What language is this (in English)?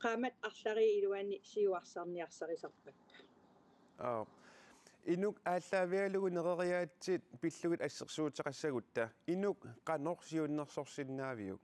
Kalaallisut